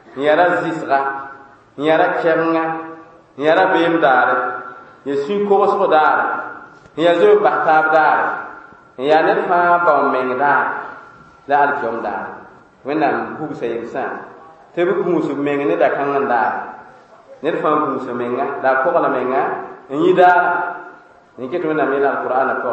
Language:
Mossi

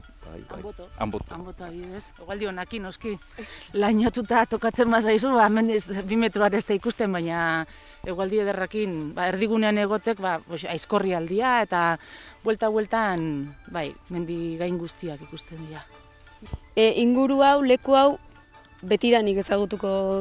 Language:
Basque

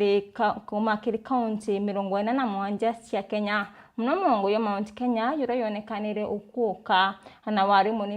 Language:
Meru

